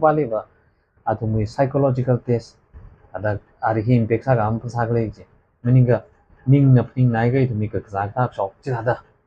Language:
Tangkhul Naga (India)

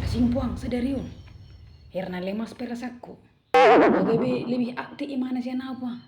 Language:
Batak Toba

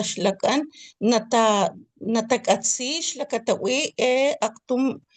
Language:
Papantla Totonac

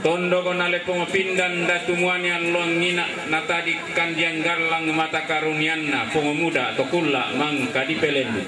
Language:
Toraja-Sa'dan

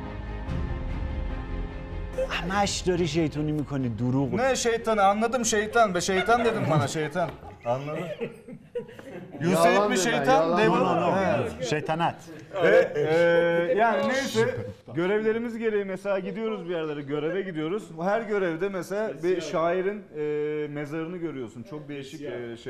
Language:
Persian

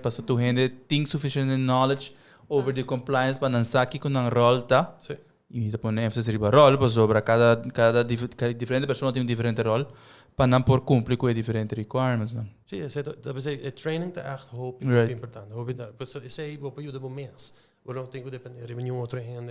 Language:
Papiamento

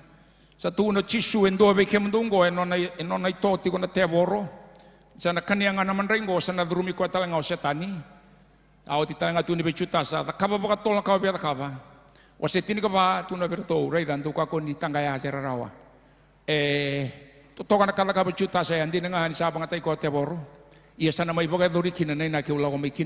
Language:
Fijian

